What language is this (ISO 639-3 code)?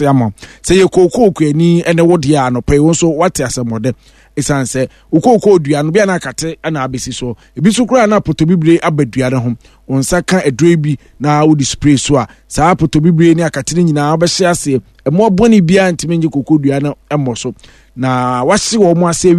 aka